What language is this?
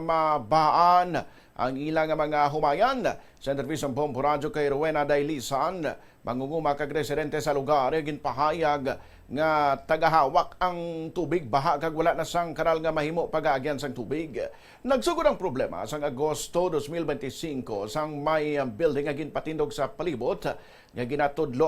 Hiligaynon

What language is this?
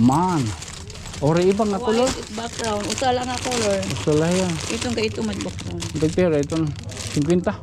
Waray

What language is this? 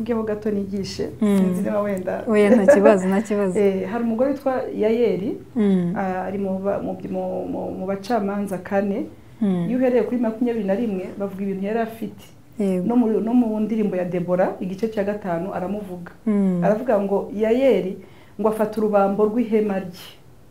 Kinyarwanda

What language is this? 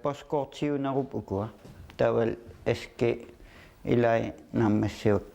Kalaallisut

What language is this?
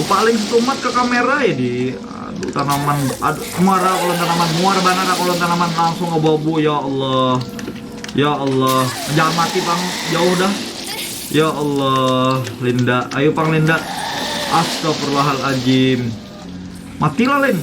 Banjar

